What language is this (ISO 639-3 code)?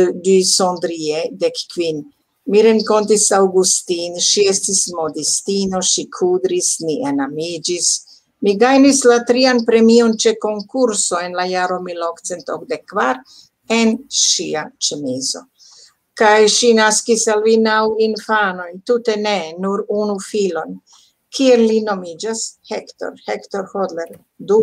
epo